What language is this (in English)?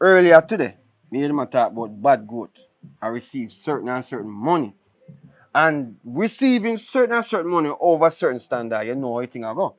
Jamaican Creole English